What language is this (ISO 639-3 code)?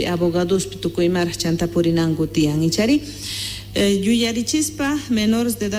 quh